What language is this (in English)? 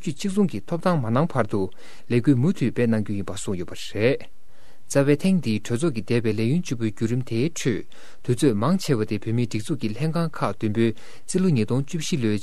Tibetan